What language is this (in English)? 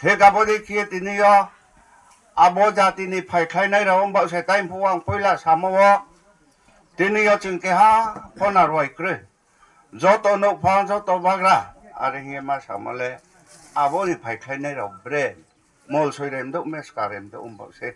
Riang (India)